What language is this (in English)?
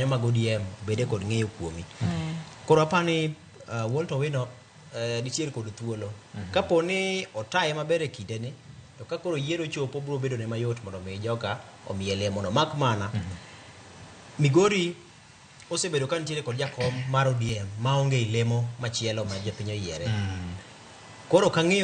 Luo (Kenya and Tanzania)